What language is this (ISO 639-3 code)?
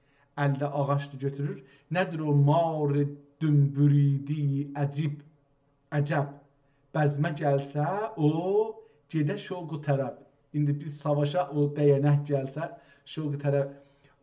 azb